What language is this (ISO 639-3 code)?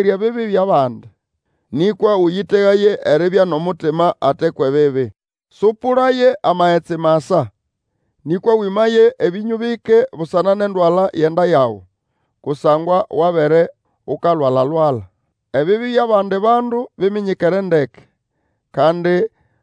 nnb